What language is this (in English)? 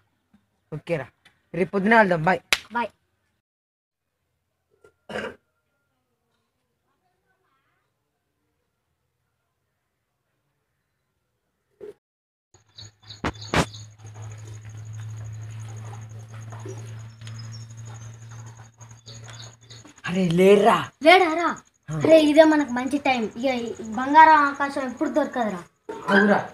Telugu